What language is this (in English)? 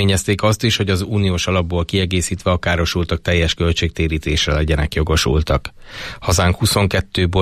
Hungarian